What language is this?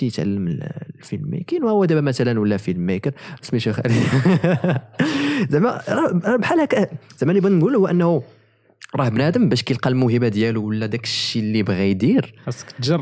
Moroccan Arabic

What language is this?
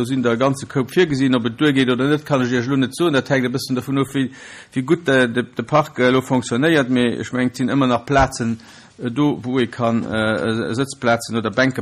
Luxembourgish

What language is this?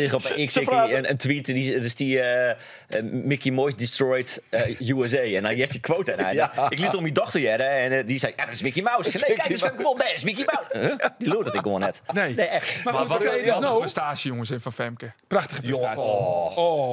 Western Frisian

